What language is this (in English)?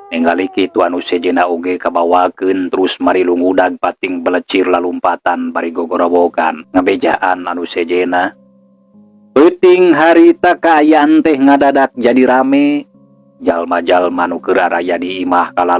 Sundanese